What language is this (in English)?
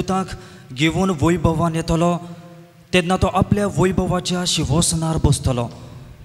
Konkani